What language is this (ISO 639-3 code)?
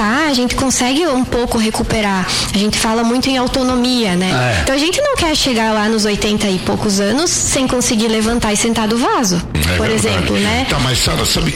por